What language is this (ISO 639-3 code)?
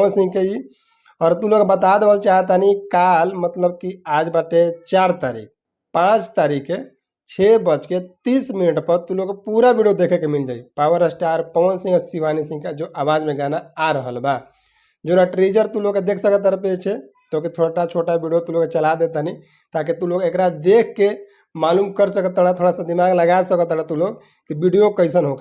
bho